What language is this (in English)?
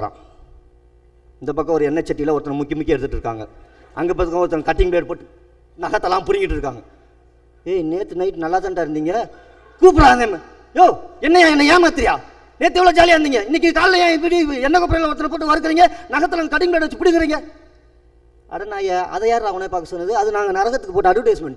Tamil